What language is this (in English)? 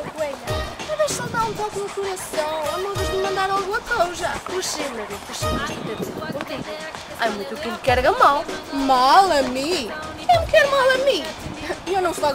Mirandese